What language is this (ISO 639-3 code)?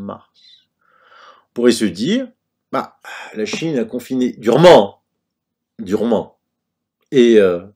fra